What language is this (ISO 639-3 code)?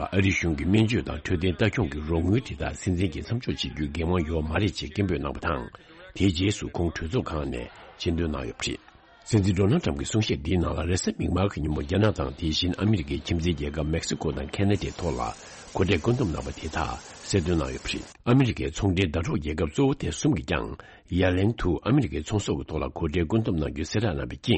bod